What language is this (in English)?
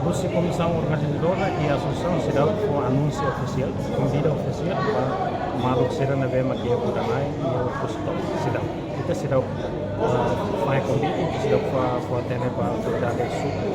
Tetum